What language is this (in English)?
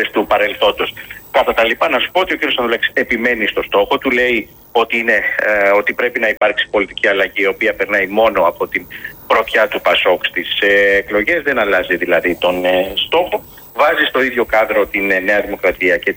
Greek